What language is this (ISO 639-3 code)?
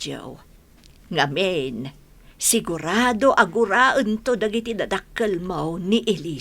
ilo